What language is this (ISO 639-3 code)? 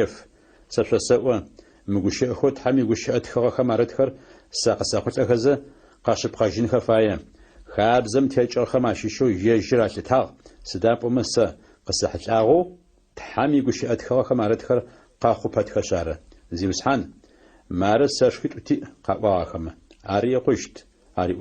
ady